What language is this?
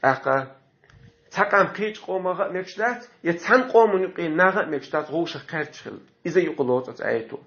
Chechen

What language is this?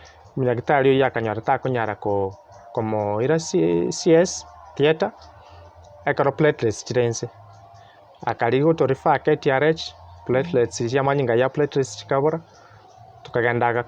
Gusii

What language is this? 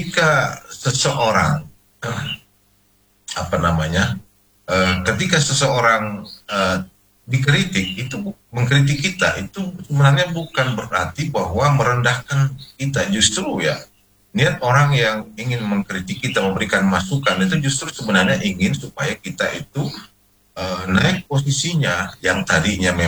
Indonesian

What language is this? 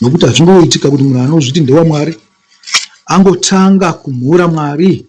Shona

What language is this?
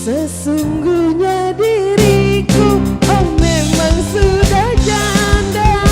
Musi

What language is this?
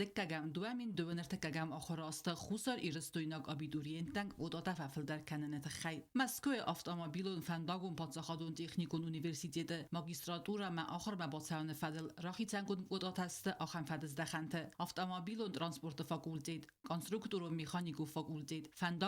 Ossetic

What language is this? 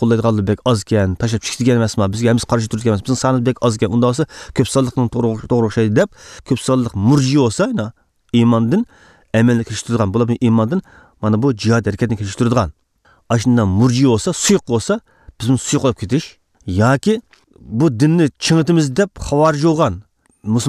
Uyghur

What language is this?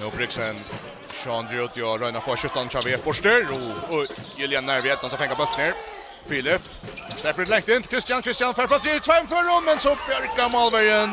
Faroese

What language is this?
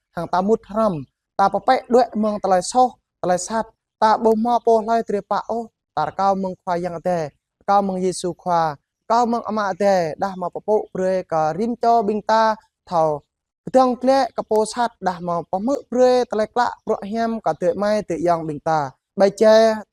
Jarai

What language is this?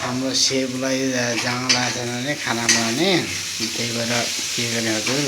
Nepali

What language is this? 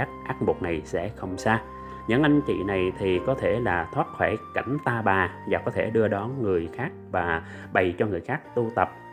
Vietnamese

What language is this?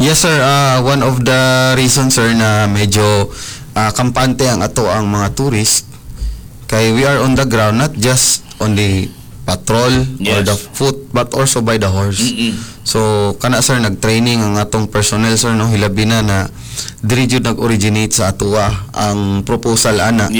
Cebuano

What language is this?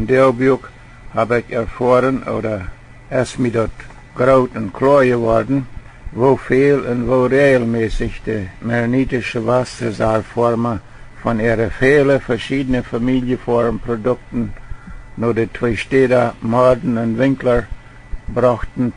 Plautdietsch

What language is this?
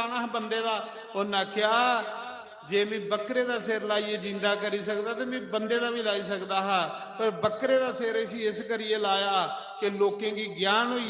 Dogri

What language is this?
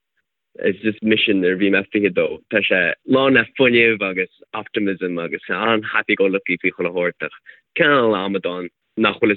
Irish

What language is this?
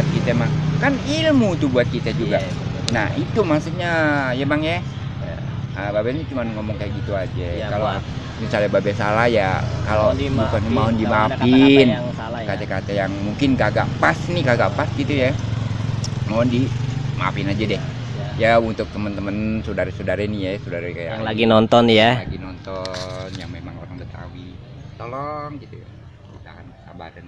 Betawi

